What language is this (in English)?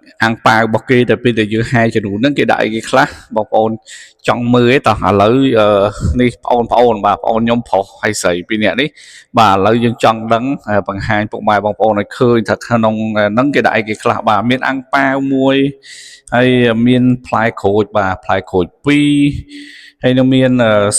Khmer